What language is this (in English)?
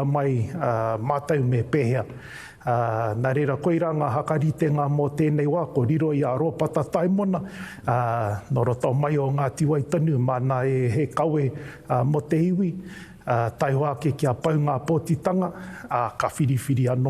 Māori